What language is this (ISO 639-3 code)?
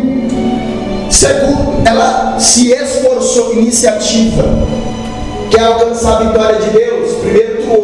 por